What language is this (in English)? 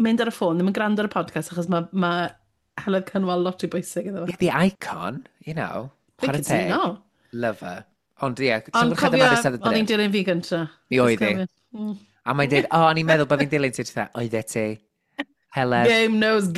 Welsh